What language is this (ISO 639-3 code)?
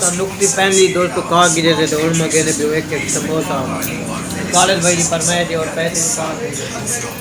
skr